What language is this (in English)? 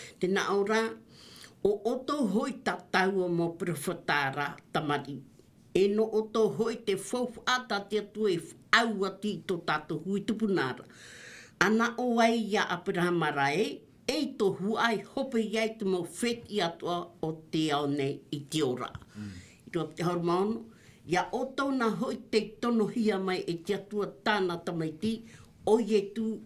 Tahitian